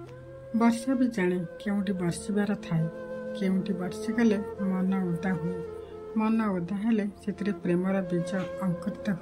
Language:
Odia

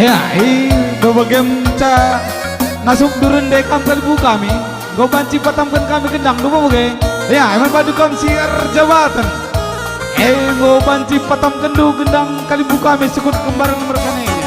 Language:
Batak Karo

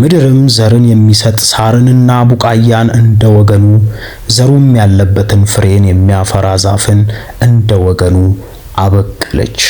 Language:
Amharic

